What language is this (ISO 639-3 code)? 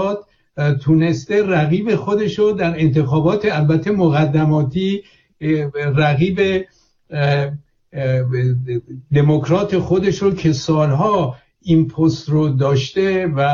fas